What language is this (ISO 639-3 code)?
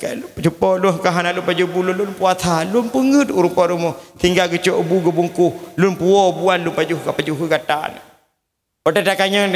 ace